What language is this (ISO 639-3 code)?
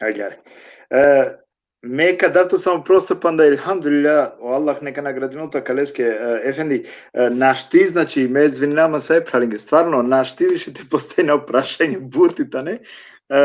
rmn